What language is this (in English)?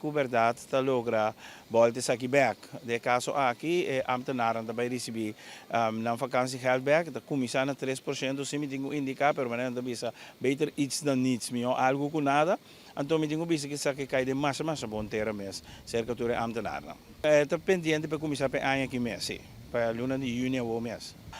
Papiamento